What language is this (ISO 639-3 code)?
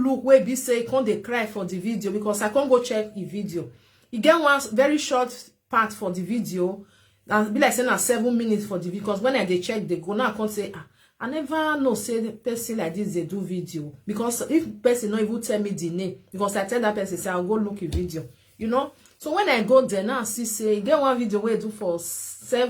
pcm